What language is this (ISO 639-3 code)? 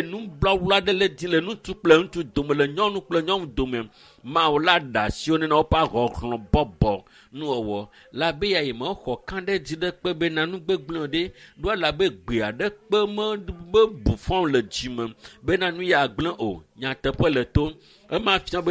ewe